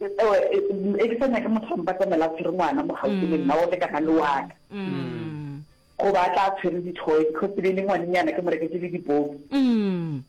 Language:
Northern Sotho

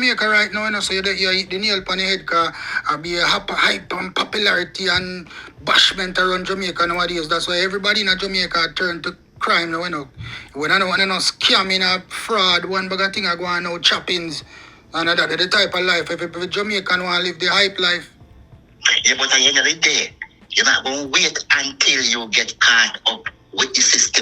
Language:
Jamaican Creole English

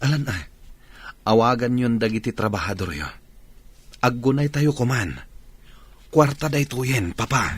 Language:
Iloko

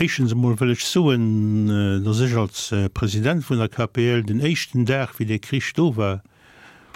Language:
Luxembourgish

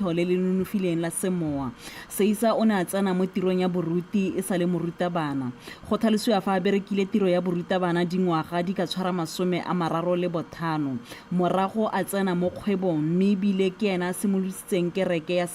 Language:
Tswana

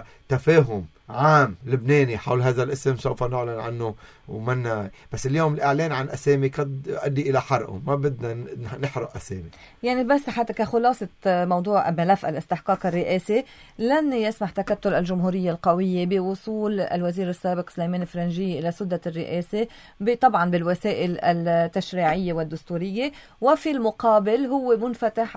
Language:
North Levantine Arabic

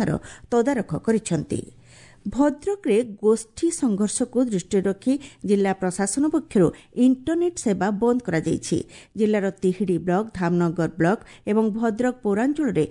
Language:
Odia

